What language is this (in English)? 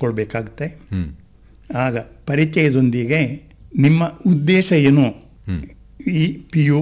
Kannada